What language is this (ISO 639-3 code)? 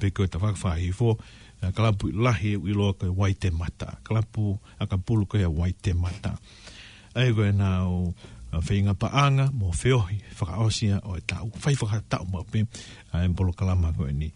ton